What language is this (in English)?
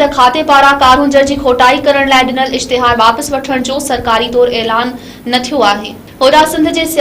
Sindhi